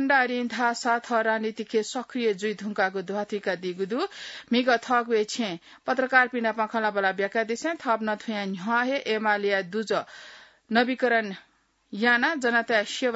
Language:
Newari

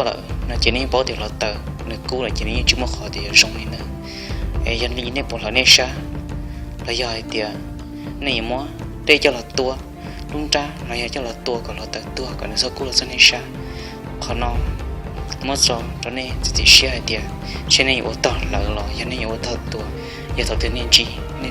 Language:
Hmong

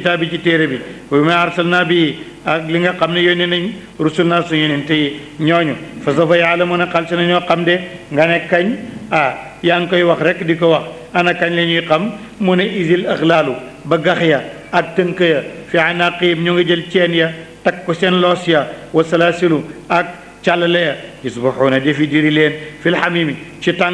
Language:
Wolof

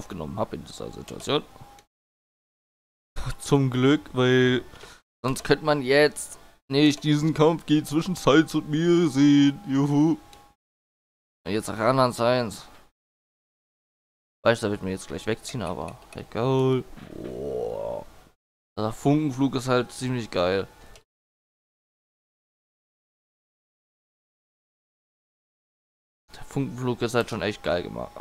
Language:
German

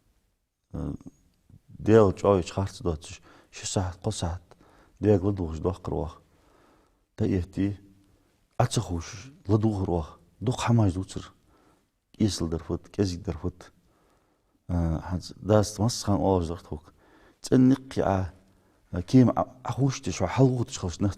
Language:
Ingush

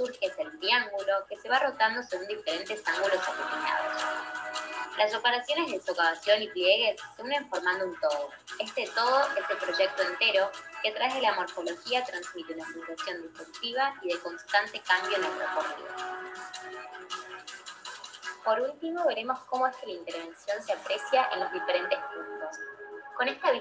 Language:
Spanish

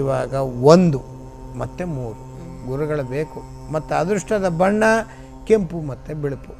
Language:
Kannada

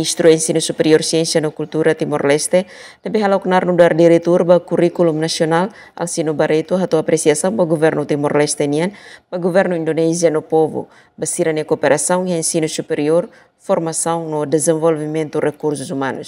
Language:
Tetum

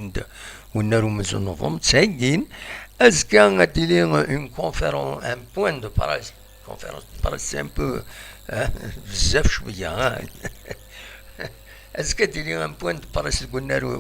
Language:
Kabyle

